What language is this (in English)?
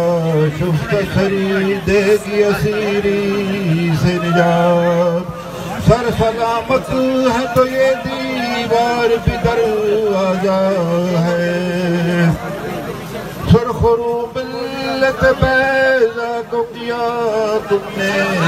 Urdu